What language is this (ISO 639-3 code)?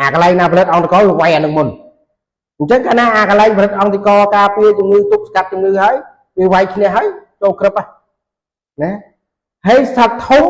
khm